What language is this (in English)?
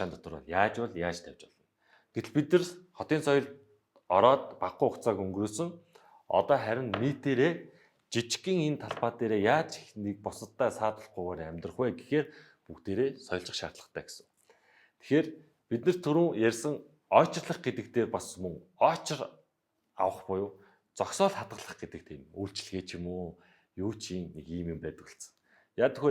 Mongolian